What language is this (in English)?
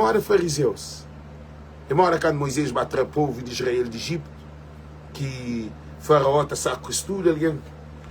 Kabuverdianu